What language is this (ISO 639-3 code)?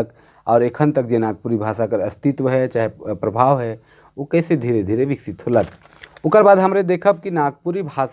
sck